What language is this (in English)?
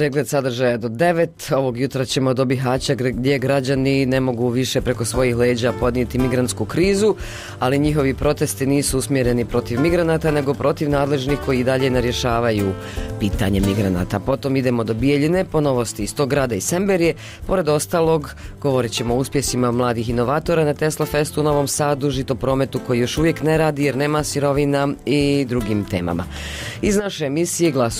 Bosnian